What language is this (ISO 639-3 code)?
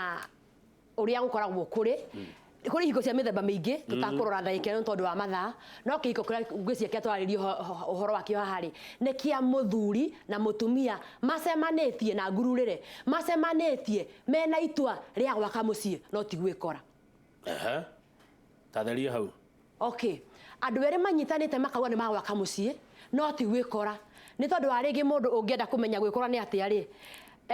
kik